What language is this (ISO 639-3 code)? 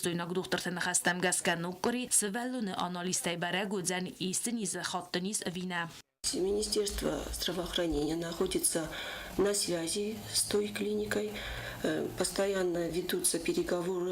oss